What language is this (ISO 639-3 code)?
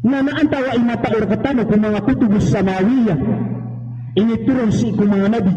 mrw